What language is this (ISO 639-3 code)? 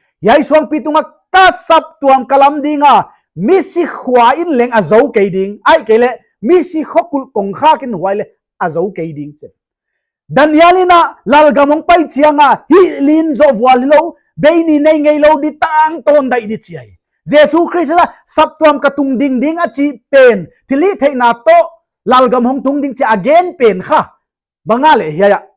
pck